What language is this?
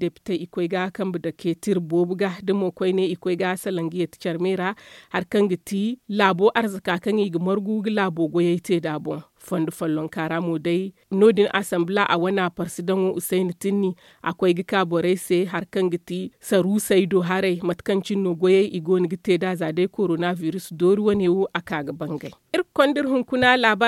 Zarma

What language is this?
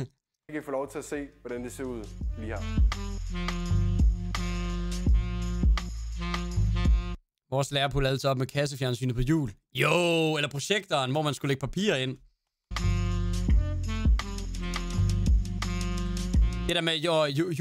Danish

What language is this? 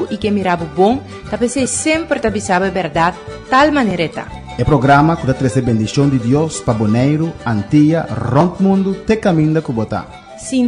Papiamento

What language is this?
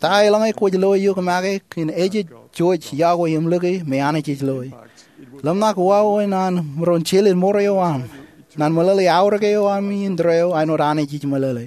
Marshallese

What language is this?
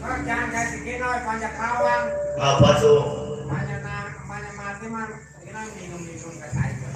Betawi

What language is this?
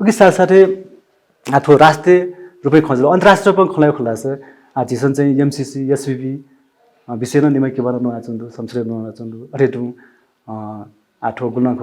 Newari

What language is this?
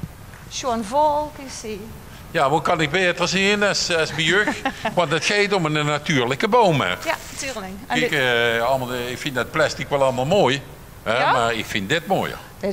Limburgish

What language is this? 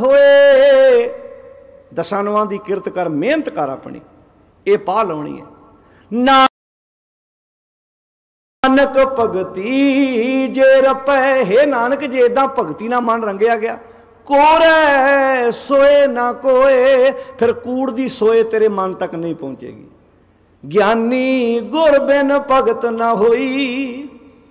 Punjabi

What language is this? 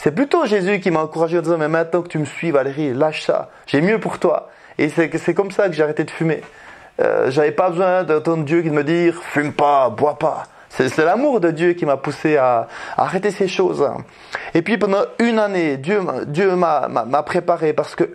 French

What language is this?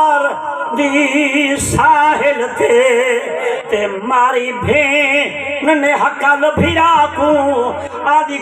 Saraiki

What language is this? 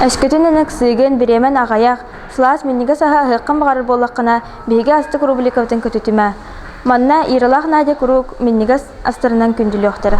Yakut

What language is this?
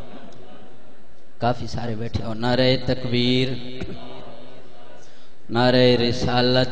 Urdu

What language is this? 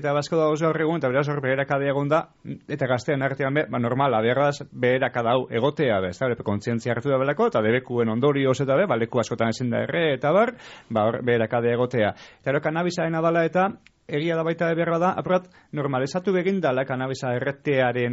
Basque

